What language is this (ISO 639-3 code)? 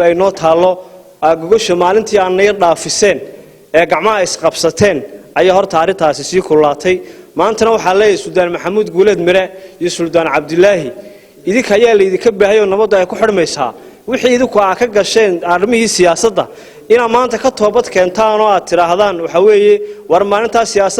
som